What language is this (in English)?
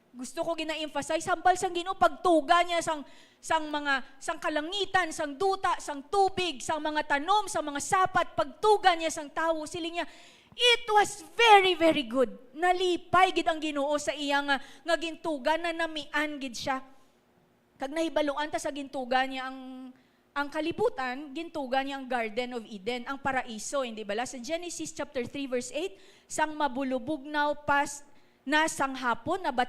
Hiligaynon